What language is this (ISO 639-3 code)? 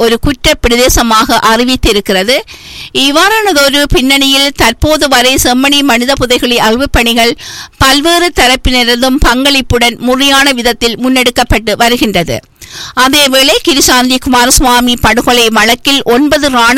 tam